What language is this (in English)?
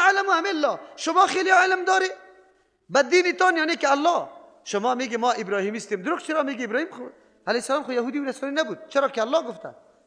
Persian